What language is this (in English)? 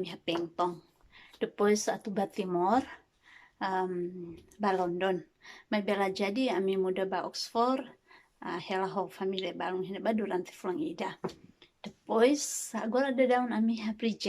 Tetum